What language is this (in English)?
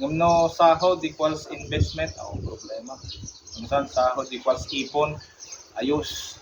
Iloko